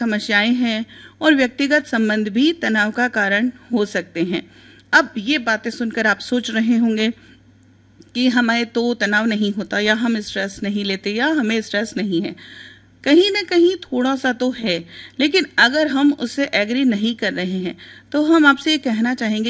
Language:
Hindi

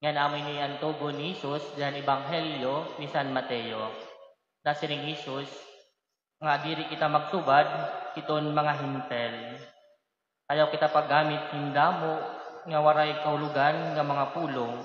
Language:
Waray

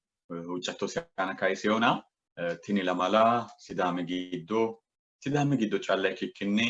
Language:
Sidamo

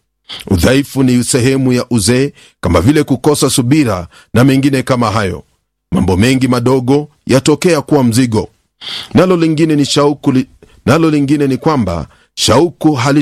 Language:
Swahili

